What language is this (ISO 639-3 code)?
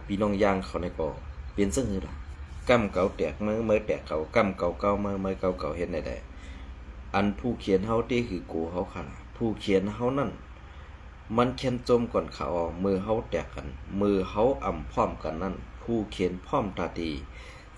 shn